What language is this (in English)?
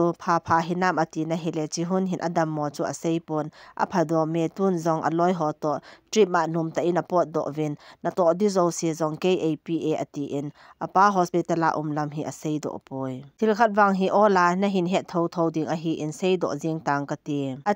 Thado Chin